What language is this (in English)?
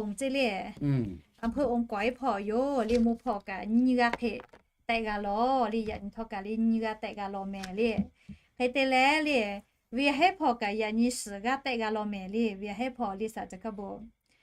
Lahu